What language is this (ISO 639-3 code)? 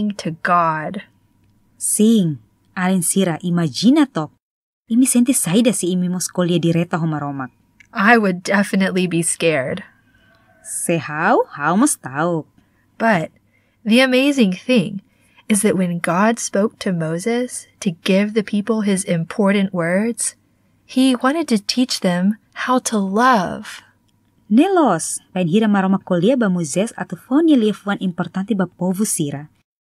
tet